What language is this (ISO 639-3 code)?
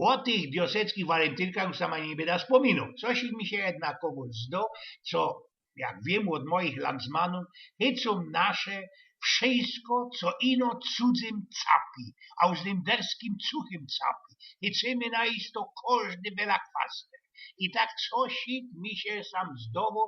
szl